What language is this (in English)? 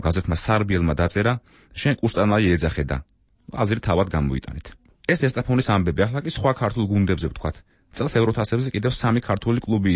Georgian